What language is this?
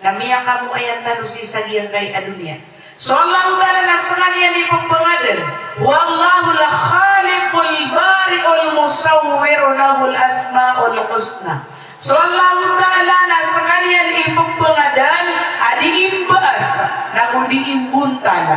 Maranao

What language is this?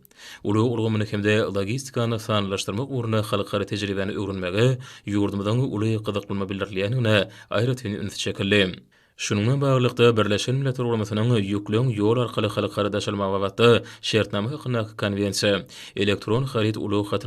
Turkmen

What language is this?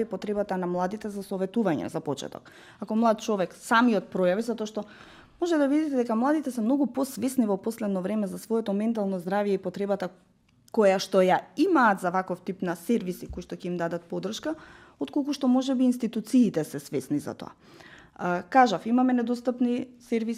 Macedonian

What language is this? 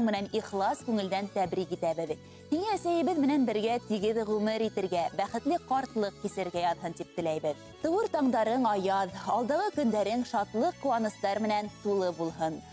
Bashkir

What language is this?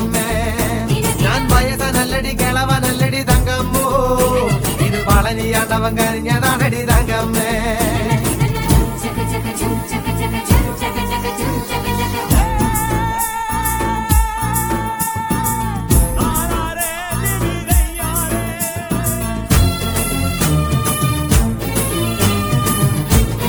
Malayalam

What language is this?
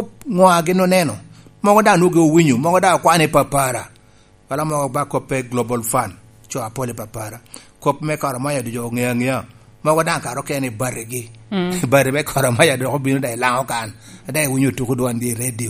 Lango (Uganda)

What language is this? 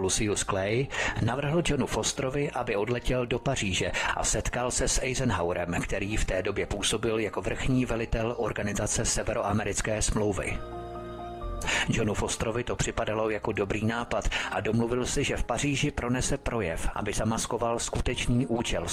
Czech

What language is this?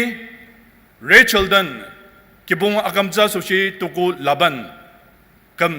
Ao Naga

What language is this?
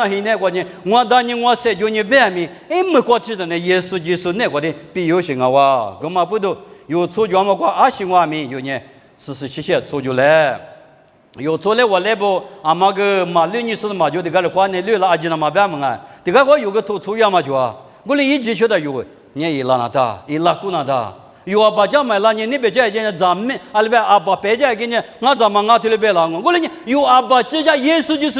Lisu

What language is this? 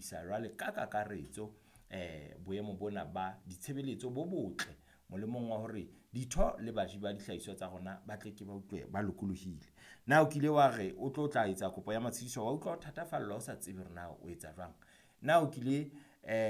Southern Sotho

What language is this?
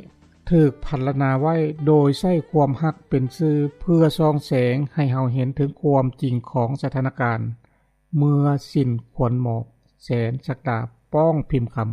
Lao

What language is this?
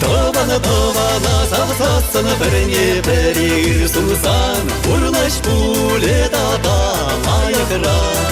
Chuvash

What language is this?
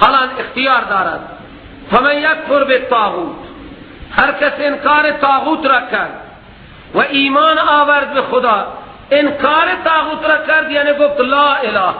Persian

